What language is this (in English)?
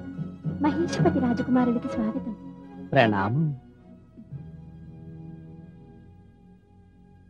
Telugu